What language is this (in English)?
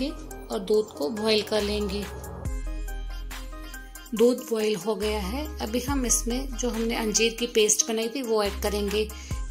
Hindi